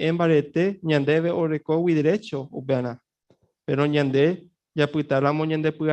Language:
Guarani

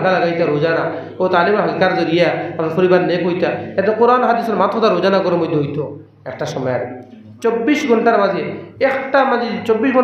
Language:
Sylheti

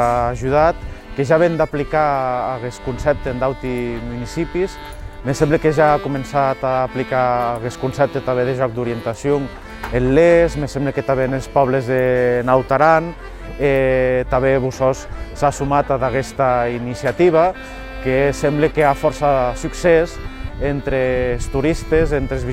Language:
Occitan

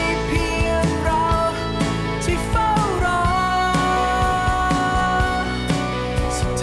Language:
Thai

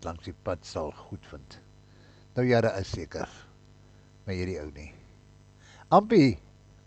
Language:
Afrikaans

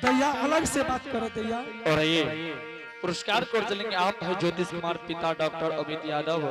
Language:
Angika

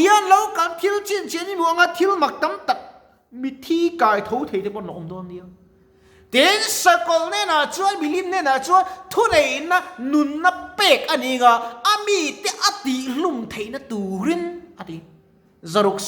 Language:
Mizo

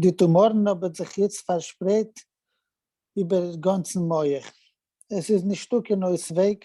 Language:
Yiddish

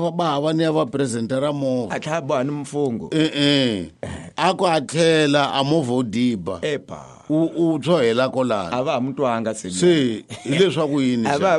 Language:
Tsonga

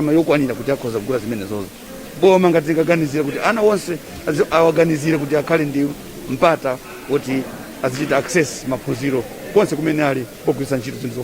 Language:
Nyanja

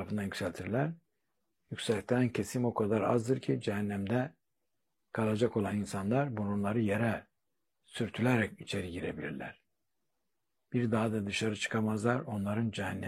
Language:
Turkish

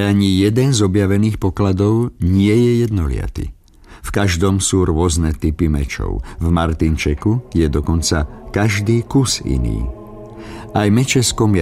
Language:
Slovak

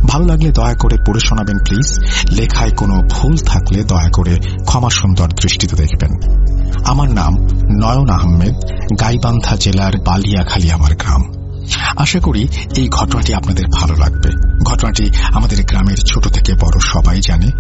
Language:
Bangla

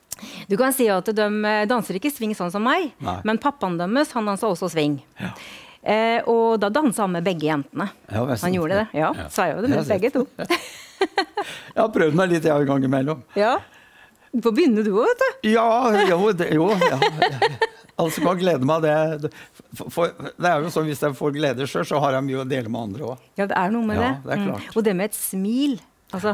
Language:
Norwegian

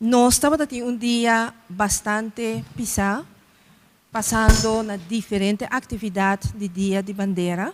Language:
Papiamento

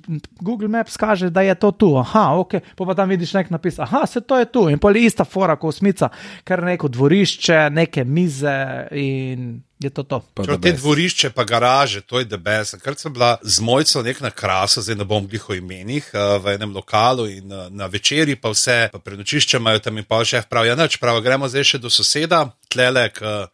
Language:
Slovenian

